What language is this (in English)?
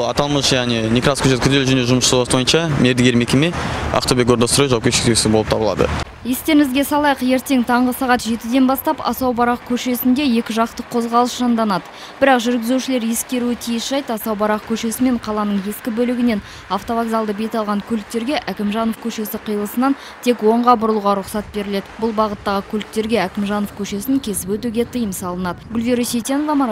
Kazakh